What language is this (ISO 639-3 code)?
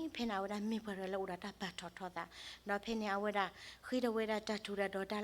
ksw